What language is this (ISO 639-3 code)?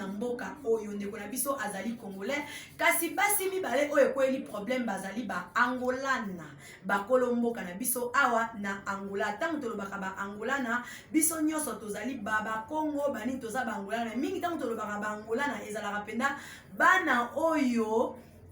lin